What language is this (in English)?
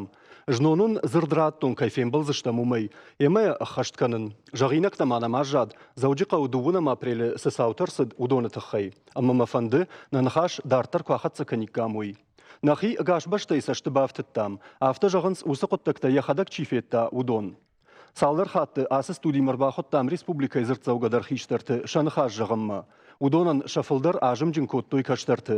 Ossetic